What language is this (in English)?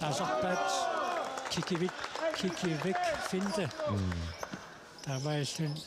Kalaallisut